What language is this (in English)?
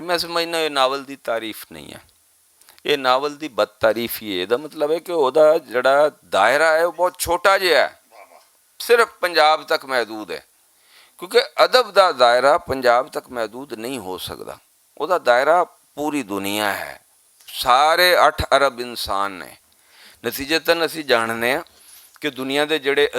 Western Panjabi